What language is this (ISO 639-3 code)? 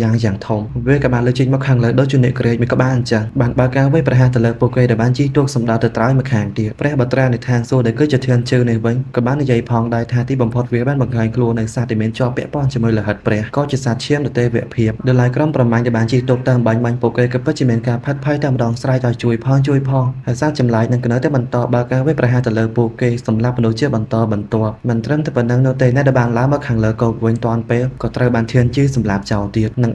khm